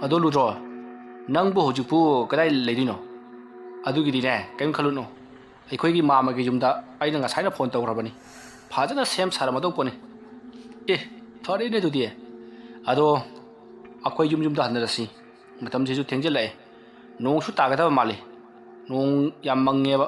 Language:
Manipuri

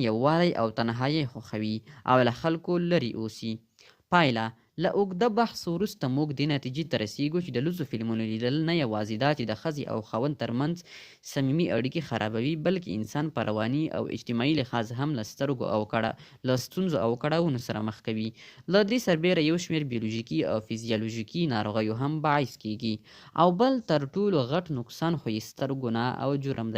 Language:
Pashto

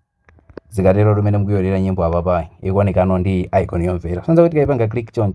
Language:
Nyanja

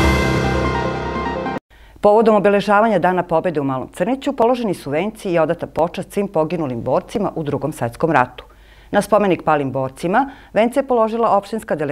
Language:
Serbian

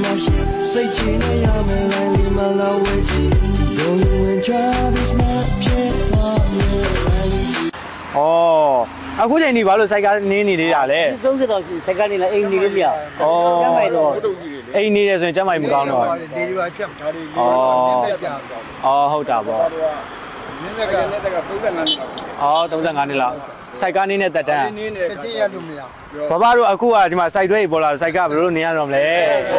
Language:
Burmese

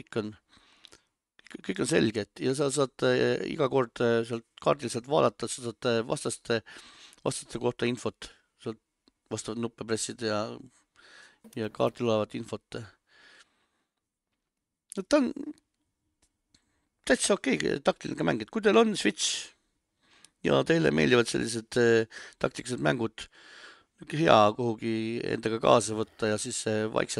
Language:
Estonian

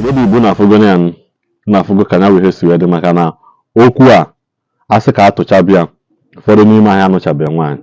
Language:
Igbo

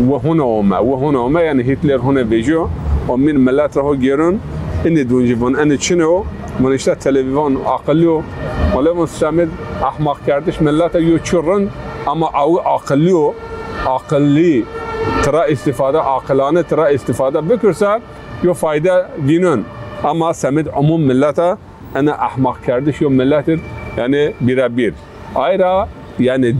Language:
Zaza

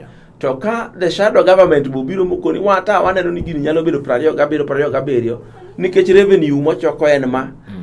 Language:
Luo (Kenya and Tanzania)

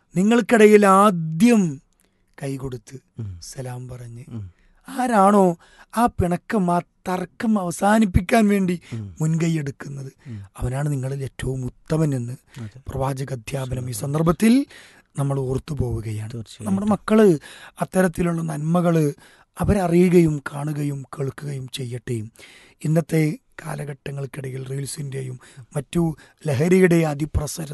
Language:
Malayalam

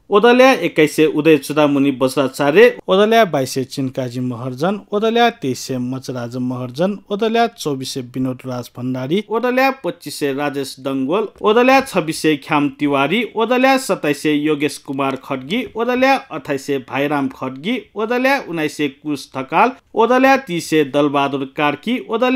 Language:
Newari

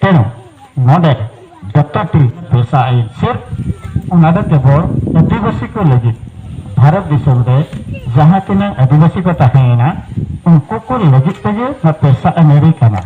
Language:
Santali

